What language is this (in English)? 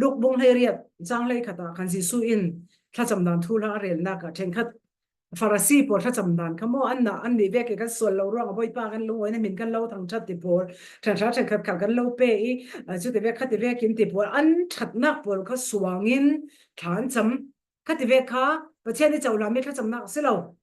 Falam Chin